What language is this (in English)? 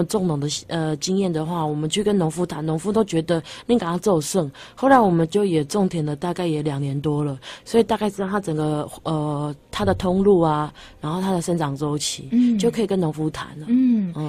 Chinese